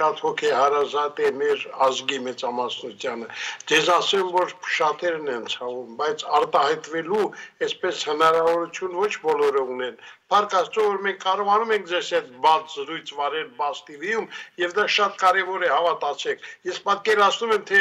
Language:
Armenian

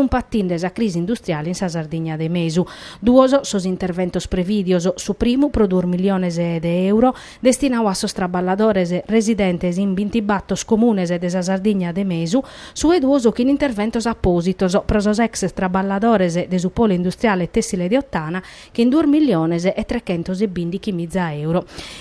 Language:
Sardinian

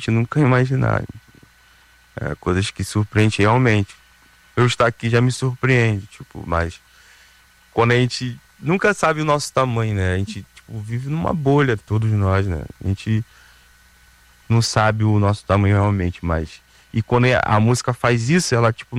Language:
Portuguese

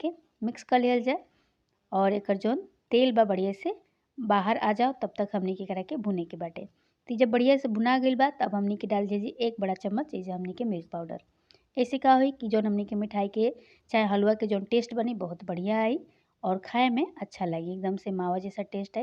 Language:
Bhojpuri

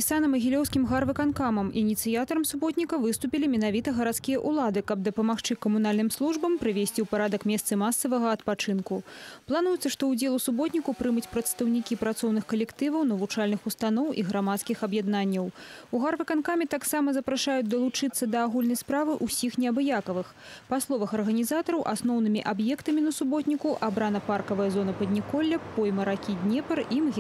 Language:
Belarusian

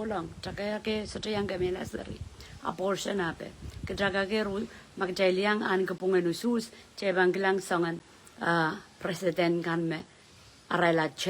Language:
Pohnpeian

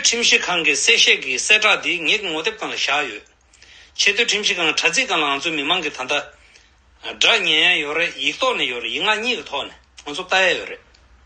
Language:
Tibetan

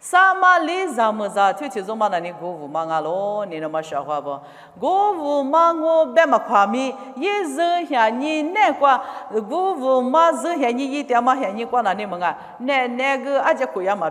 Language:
Lisu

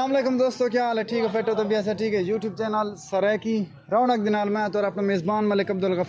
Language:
Saraiki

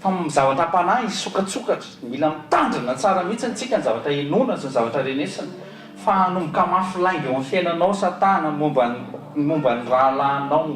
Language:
Malagasy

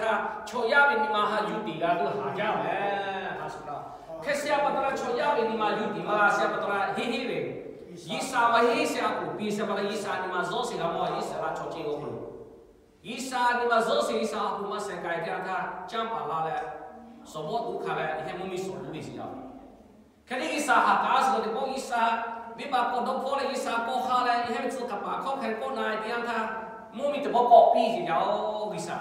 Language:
Lahu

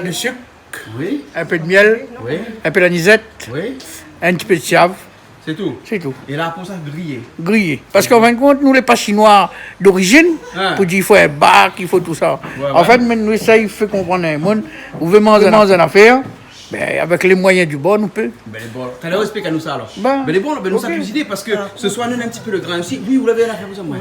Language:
Réunion Creole French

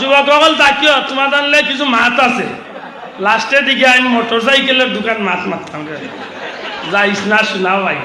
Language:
Sylheti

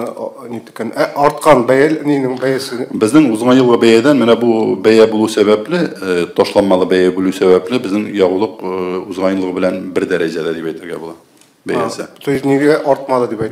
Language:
Tatar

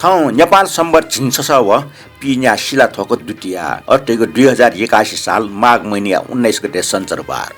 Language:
Newari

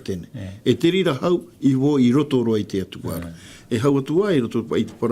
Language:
Tahitian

